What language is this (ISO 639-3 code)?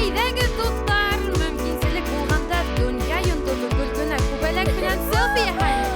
bak